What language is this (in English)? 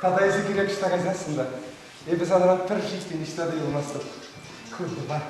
Chuvash